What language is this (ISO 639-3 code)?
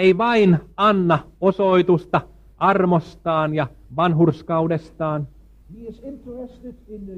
fin